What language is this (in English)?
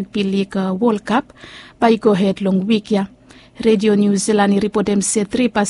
Bislama